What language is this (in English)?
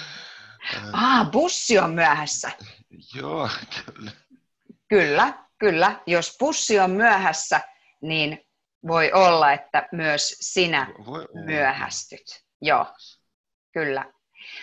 Finnish